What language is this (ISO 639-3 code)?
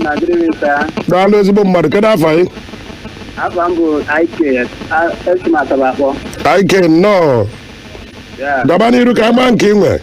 ibo